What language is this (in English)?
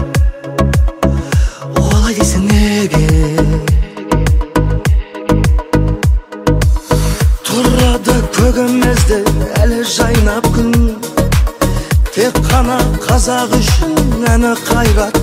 Kazakh